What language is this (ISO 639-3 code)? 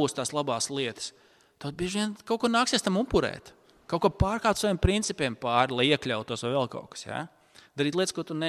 lav